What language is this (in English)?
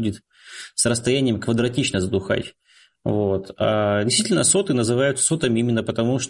Russian